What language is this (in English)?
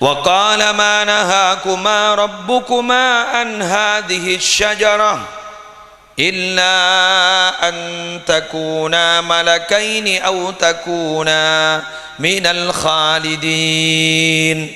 Madurese